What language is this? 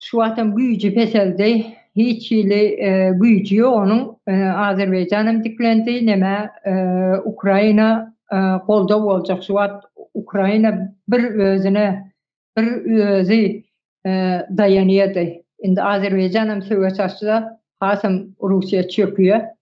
Turkmen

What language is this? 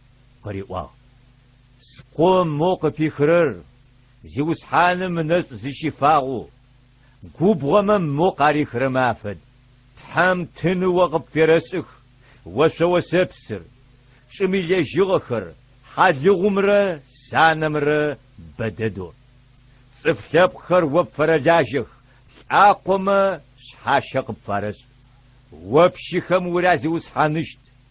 Adyghe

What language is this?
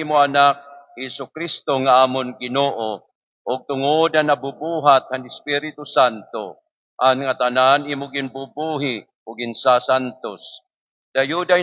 Waray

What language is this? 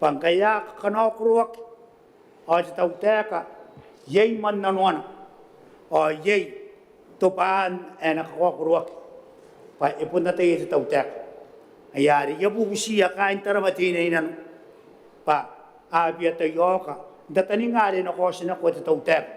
Gilbertese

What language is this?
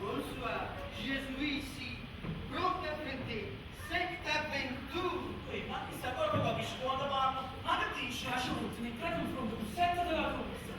Neapolitan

